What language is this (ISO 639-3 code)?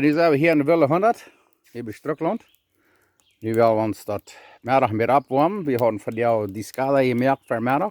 pdt